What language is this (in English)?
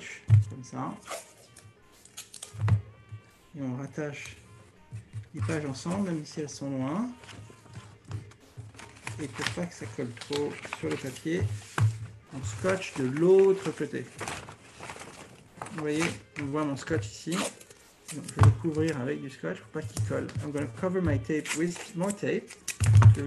French